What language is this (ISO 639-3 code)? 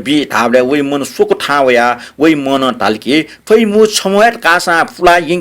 new